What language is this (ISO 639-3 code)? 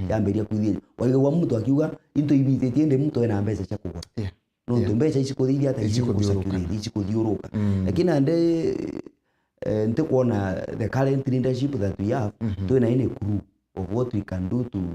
mer